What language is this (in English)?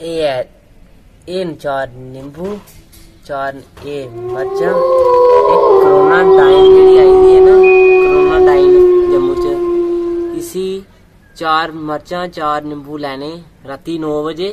Dogri